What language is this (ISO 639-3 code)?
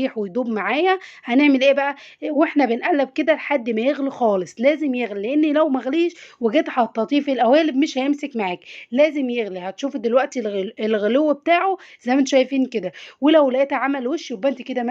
arz